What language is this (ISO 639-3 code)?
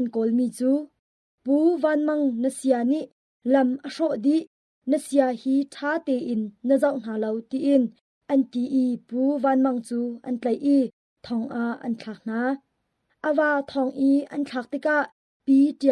cnh